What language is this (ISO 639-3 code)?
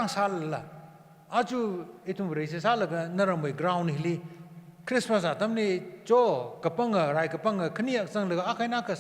nmf